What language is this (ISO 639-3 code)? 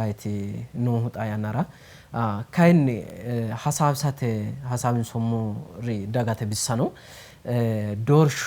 sid